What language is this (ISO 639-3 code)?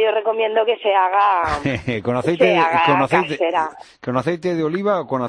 spa